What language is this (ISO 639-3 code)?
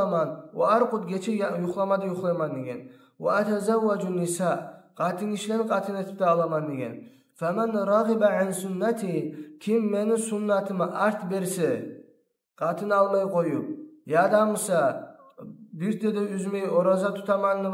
kum